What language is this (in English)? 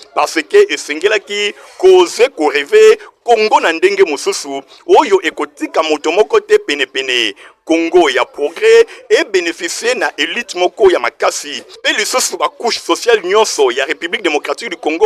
Lingala